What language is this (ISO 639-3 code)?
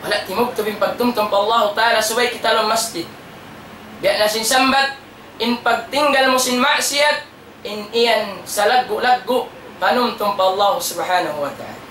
tsg